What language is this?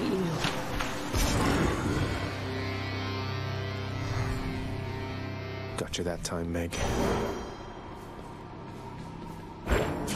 Italian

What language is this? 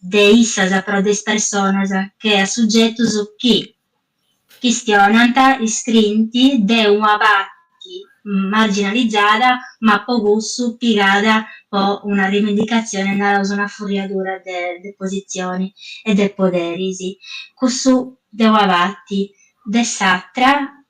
Sardinian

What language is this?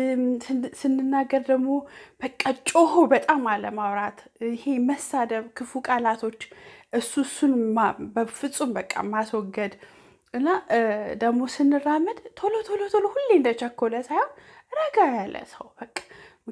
Amharic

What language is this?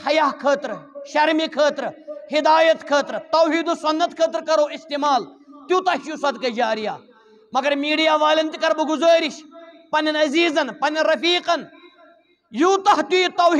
Kashmiri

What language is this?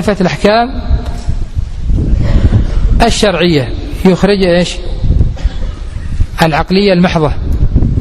Arabic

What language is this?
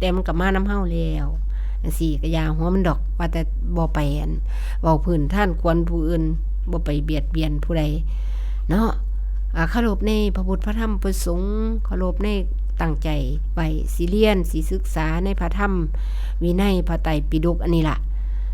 Northeastern Thai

